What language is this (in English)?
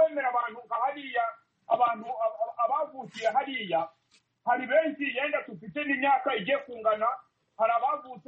Kinyarwanda